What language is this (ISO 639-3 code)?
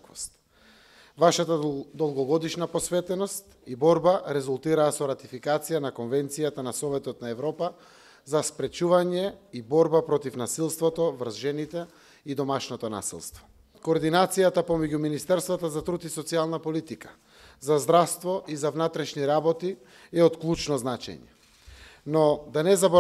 mkd